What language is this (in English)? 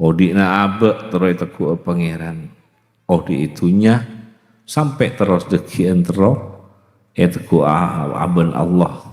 Madurese